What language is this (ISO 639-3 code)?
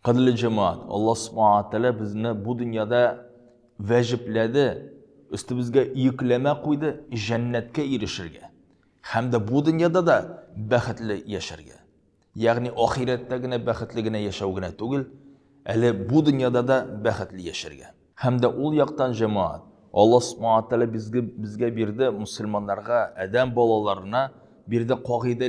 tat